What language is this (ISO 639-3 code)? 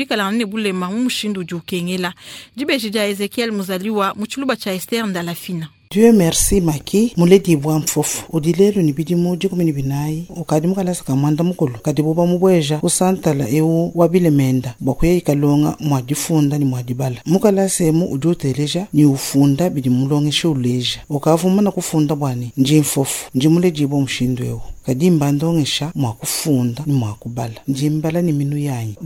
lua